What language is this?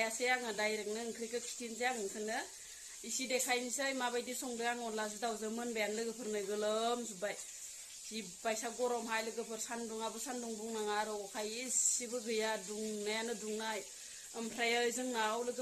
Bodo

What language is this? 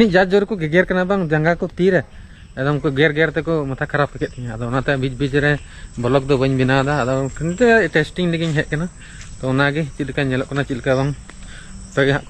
Santali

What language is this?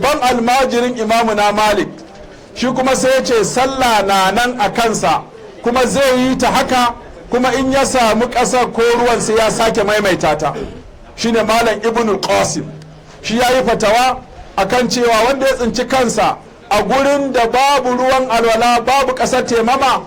Hausa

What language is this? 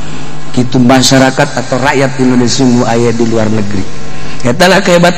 Sundanese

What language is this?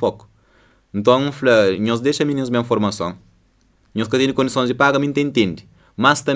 Kabuverdianu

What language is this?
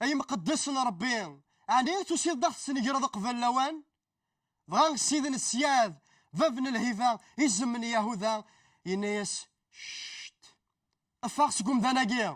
Kabyle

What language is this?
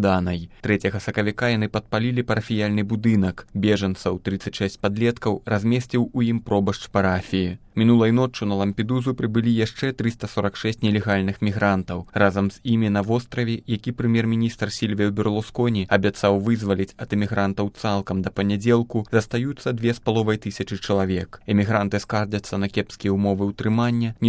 Belarusian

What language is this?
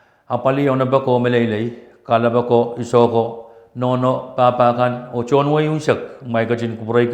Pohnpeian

